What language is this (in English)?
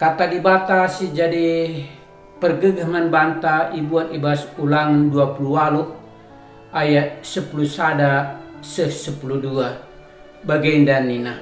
Batak Karo